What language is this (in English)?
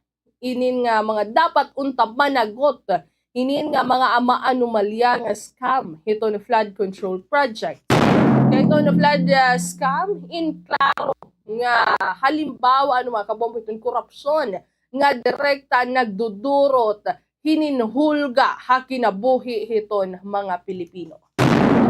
Waray